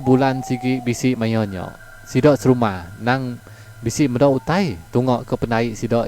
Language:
Iban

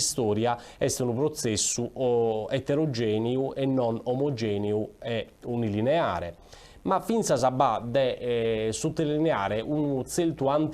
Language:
Sardinian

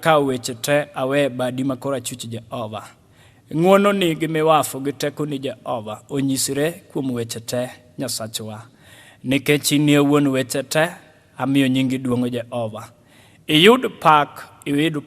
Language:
Luo (Kenya and Tanzania)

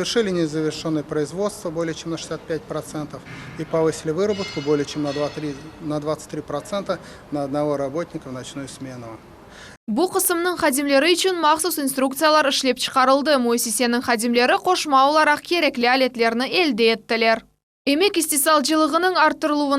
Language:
Crimean Tatar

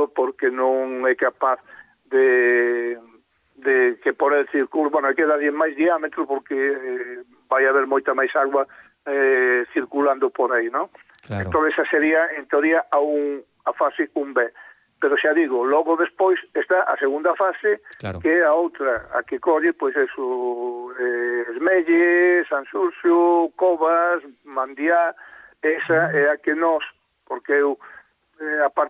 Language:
Galician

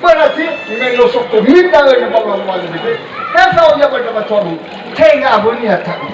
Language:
Nias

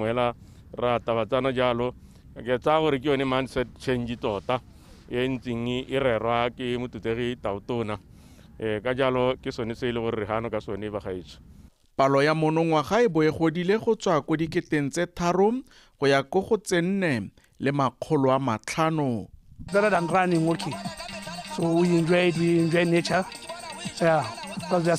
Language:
Tswana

